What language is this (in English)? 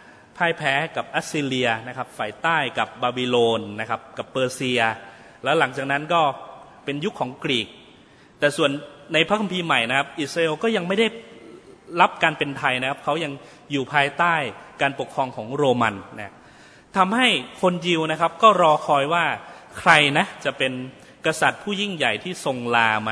Thai